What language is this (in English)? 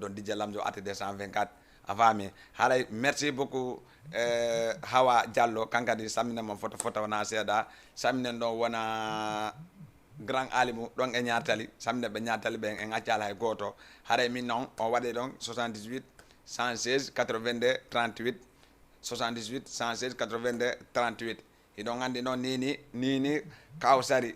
Fula